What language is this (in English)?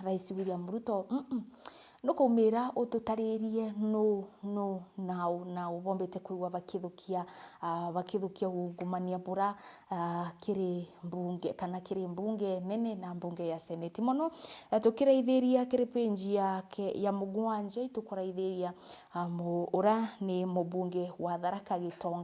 Meru